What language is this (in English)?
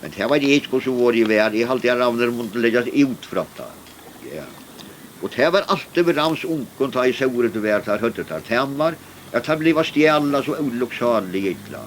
Faroese